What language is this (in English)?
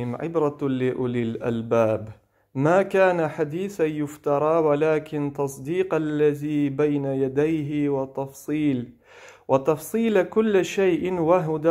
Crimean Tatar